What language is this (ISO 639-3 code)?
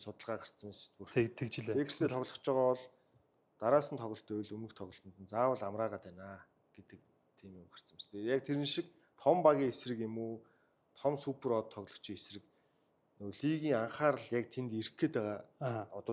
mon